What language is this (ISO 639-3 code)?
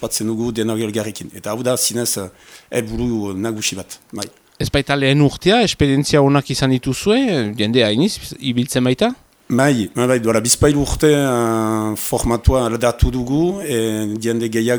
eus